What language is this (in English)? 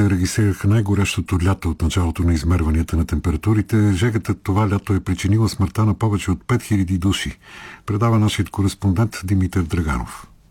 Bulgarian